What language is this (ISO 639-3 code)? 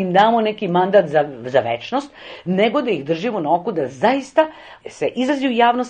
srp